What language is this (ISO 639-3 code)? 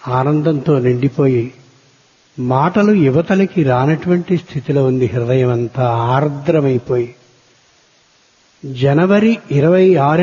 tel